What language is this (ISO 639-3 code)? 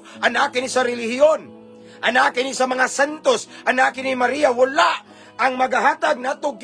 ceb